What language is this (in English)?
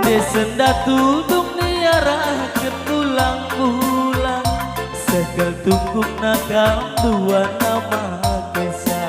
Batak Karo